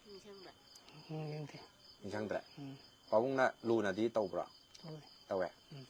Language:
Manipuri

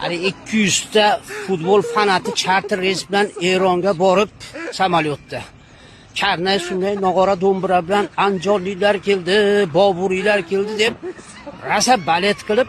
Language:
Uzbek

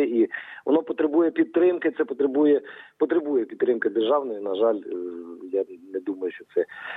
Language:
Ukrainian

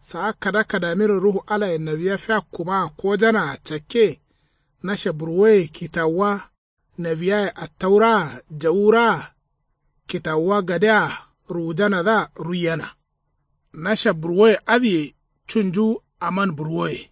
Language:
Kanuri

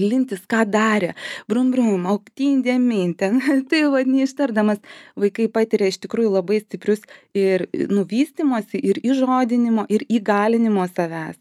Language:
Lithuanian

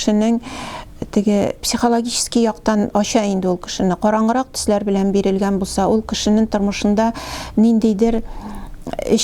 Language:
Tatar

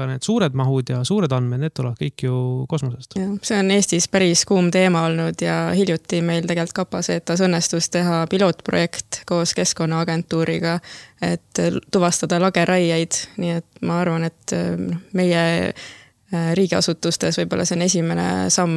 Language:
Estonian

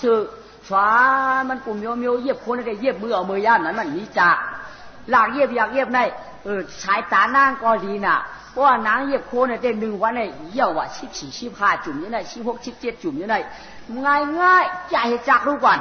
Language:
Shan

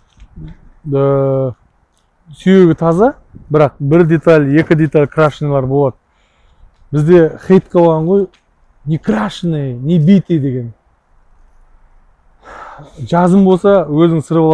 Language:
Kazakh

